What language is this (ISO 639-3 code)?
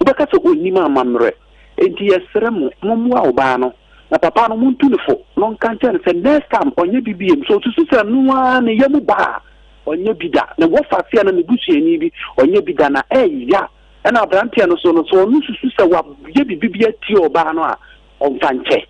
aka